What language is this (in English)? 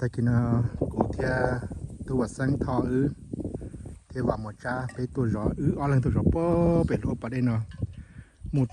Hmong